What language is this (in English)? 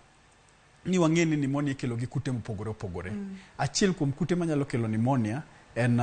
Luo (Kenya and Tanzania)